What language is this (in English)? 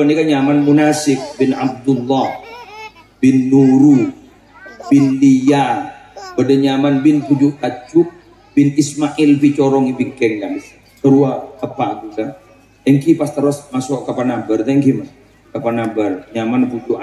Madurese